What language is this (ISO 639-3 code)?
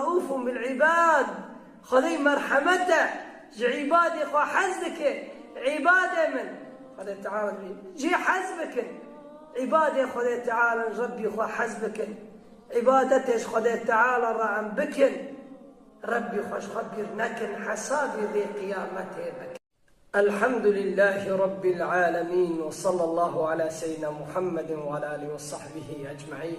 kur